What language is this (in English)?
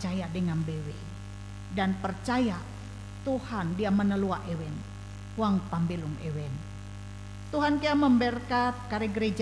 Ngaju